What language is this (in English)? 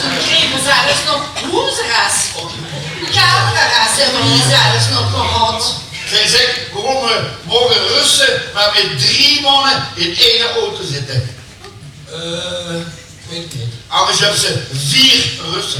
Limburgish